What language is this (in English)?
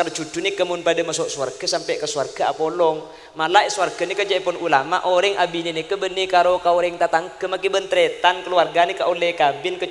Madurese